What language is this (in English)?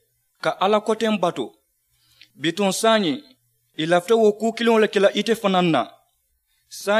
Mandingo